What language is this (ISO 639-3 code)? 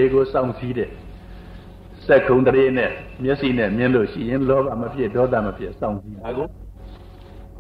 mya